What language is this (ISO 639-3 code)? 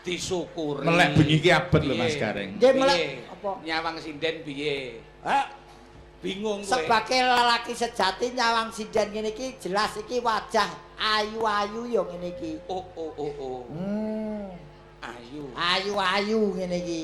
jav